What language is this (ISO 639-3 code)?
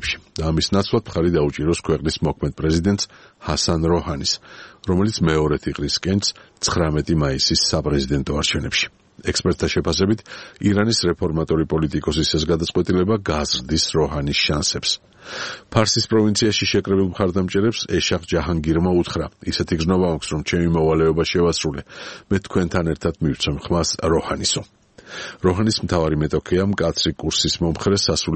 kat